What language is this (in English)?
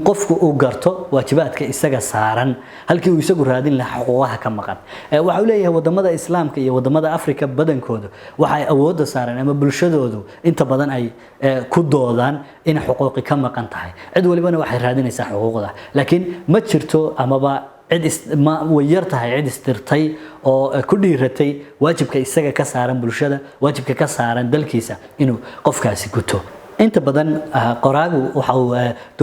Somali